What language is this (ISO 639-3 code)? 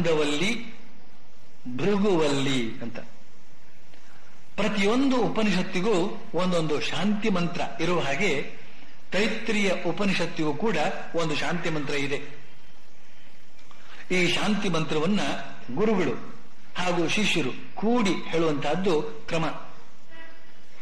kan